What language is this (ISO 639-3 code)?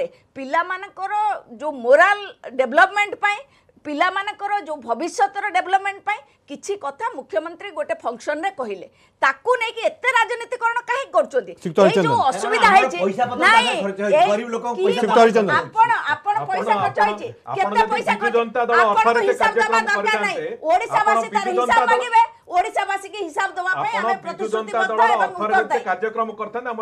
ori